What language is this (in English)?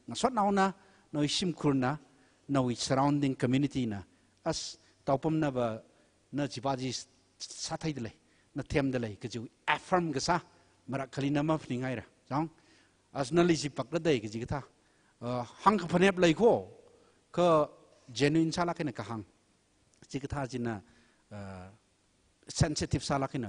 Tangkhul Naga (India)